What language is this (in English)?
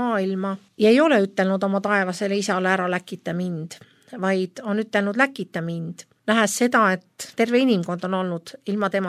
Estonian